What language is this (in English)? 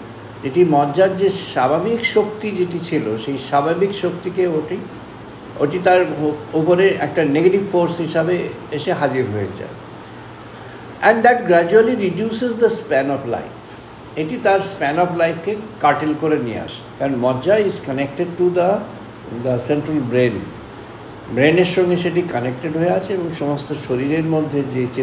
Bangla